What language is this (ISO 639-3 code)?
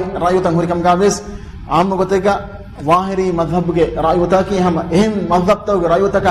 div